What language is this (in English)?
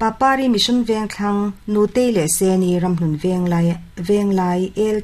Mizo